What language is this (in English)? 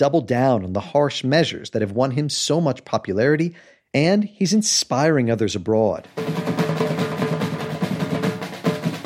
English